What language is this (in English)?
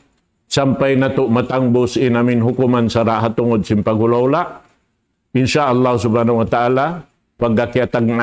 Tausug